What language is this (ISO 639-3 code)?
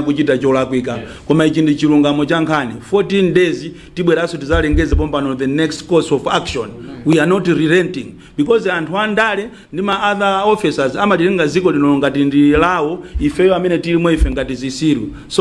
nya